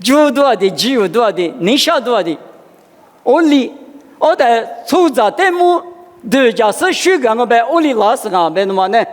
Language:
Lisu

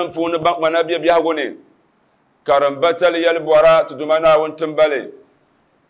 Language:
Dagbani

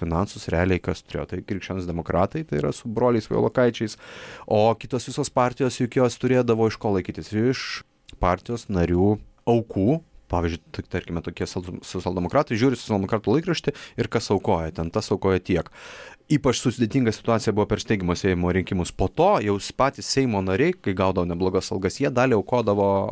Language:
Lithuanian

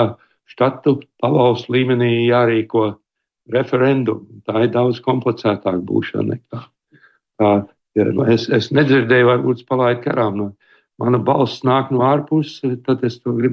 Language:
Latvian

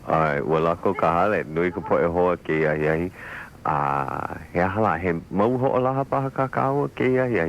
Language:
Hawaiian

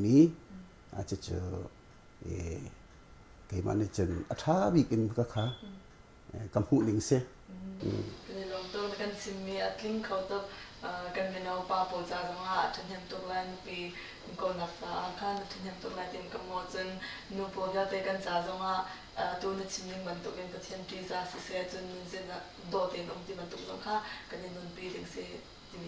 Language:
Hakha Chin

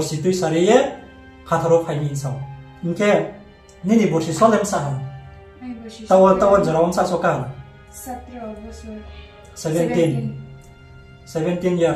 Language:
Riang (India)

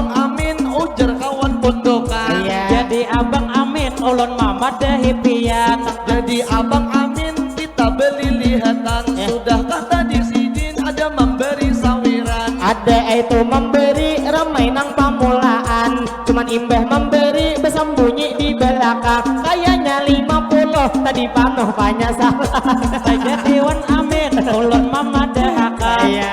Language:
Banjar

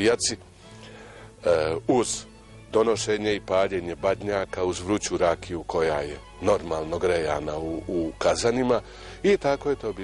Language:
Serbian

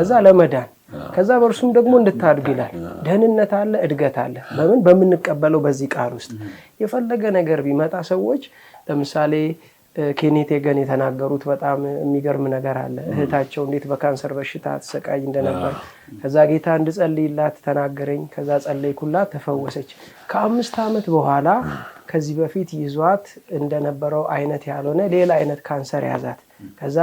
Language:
Amharic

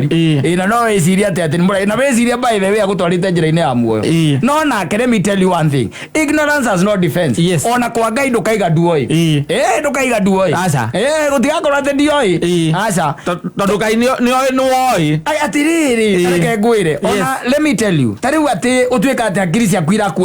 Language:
Kikuyu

